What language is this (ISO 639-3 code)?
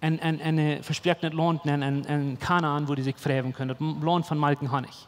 pdt